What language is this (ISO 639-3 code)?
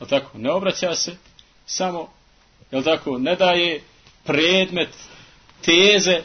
bos